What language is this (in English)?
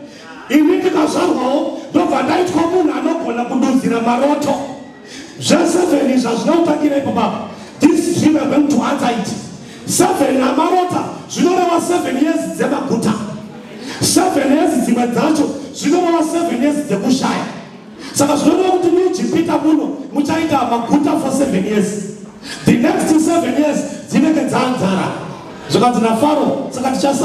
Shona